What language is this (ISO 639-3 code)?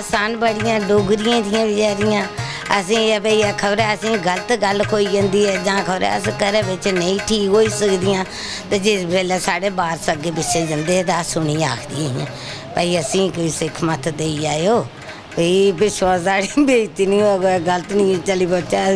doi